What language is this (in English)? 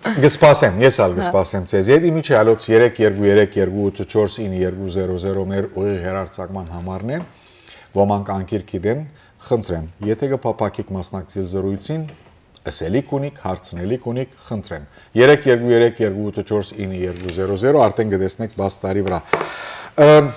Western Armenian